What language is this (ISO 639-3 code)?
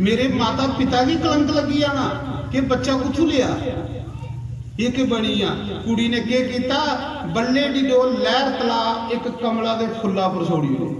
doi